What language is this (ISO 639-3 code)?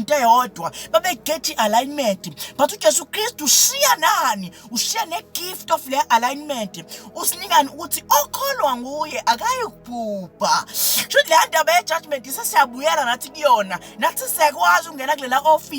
zul